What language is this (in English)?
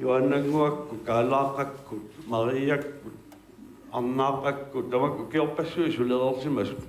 Kalaallisut